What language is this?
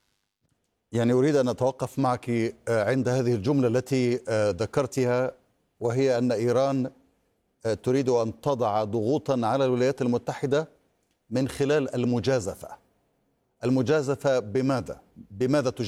Arabic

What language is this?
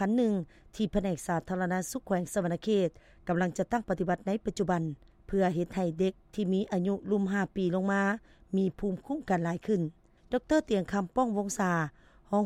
Lao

